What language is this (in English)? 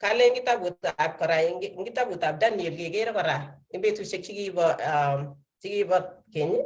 Kalenjin